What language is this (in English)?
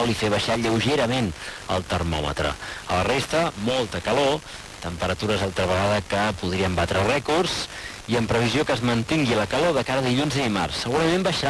Catalan